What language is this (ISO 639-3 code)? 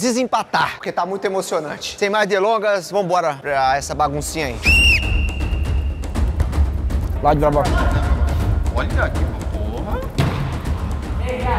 por